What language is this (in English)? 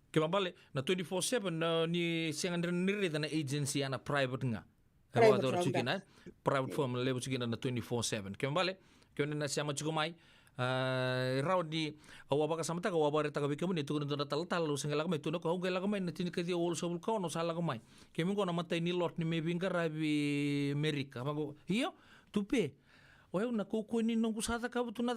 Fijian